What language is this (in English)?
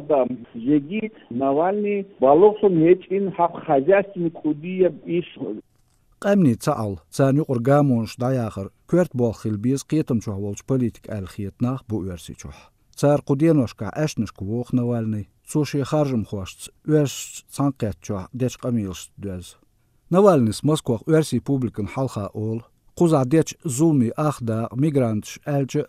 Chechen